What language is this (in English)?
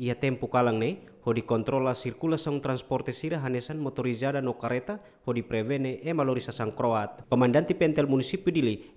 Tetum